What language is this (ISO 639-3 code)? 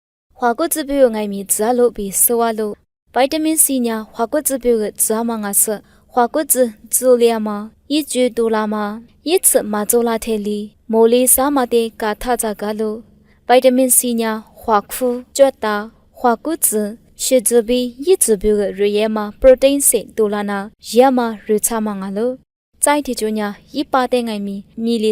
lis